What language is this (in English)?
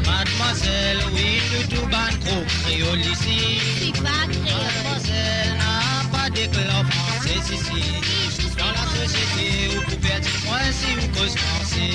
Morisyen